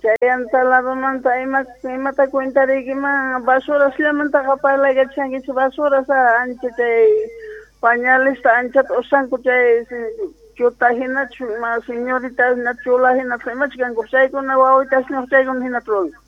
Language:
South Bolivian Quechua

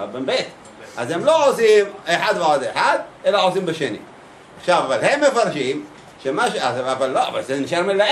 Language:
Hebrew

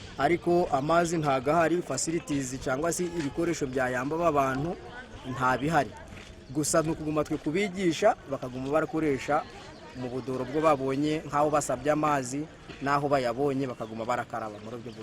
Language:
Nyankole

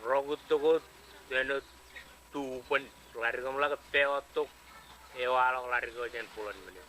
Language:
Marshallese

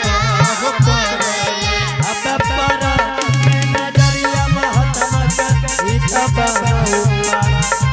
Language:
Angika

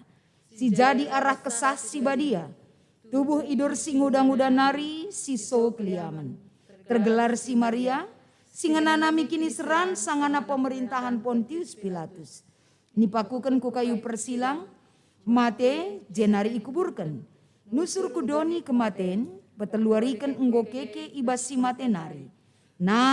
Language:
Batak Karo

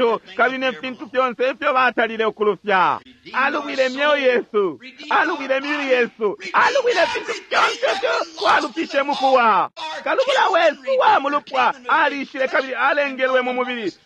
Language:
Bemba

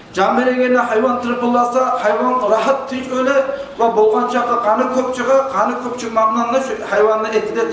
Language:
Kumyk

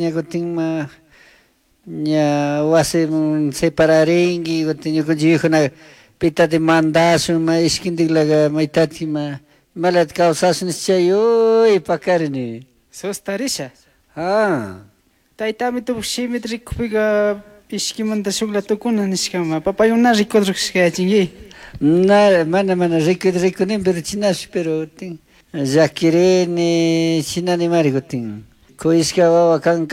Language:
Chimborazo Highland Quichua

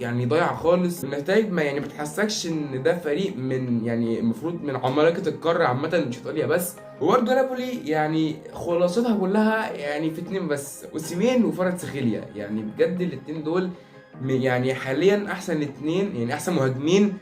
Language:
Egyptian Arabic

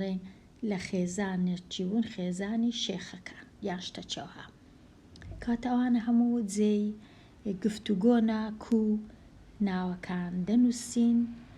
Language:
Central Kurdish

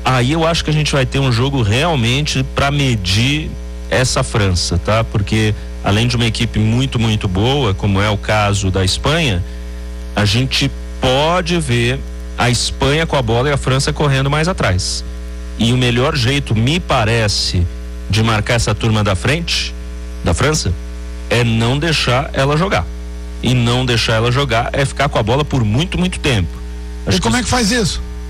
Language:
Portuguese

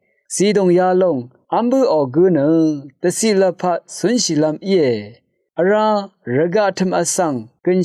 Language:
Rawang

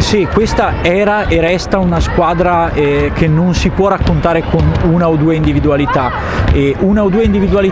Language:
Italian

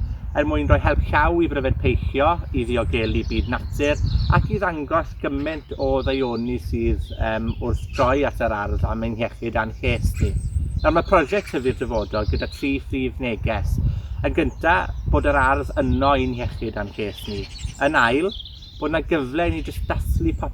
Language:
Welsh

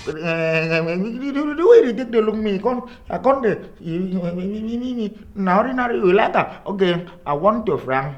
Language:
Nigerian Pidgin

